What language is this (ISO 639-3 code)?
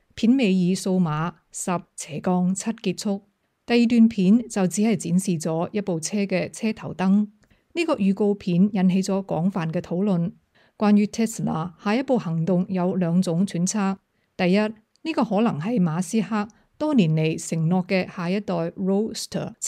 yue